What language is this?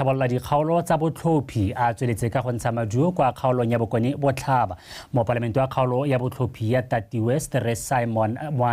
Tswana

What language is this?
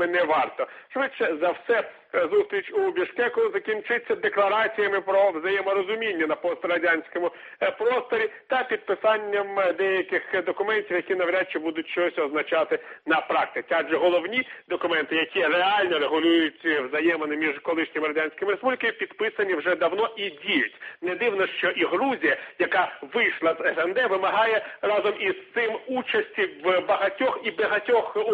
Ukrainian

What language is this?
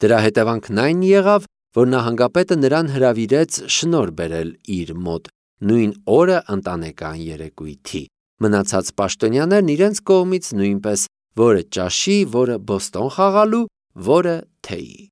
Armenian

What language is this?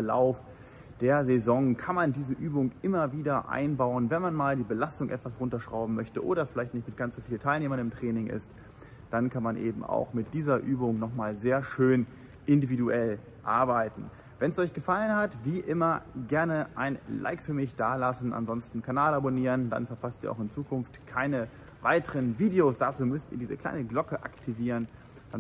German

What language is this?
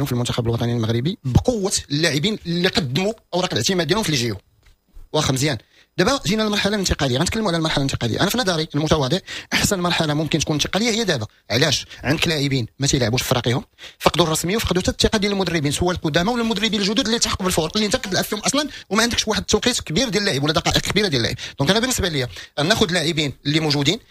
Moroccan Arabic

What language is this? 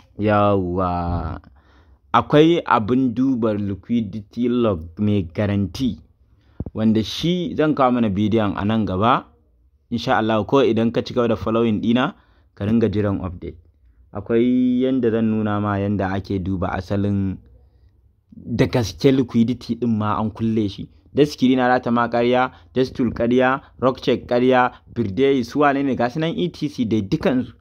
Hausa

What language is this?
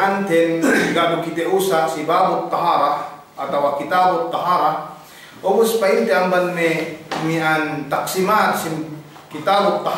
Yakan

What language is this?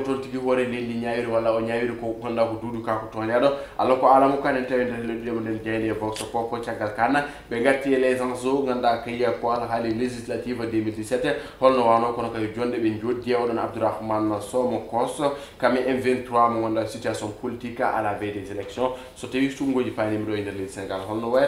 Fula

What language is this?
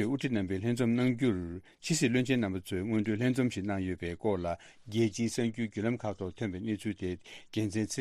Tibetan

